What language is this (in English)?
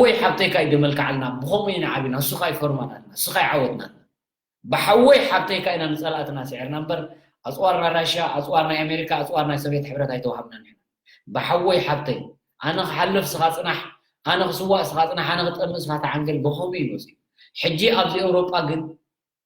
Tigrinya